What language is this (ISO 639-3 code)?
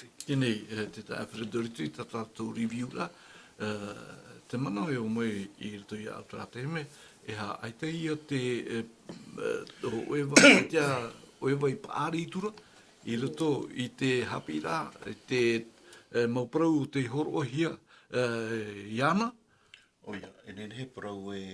tah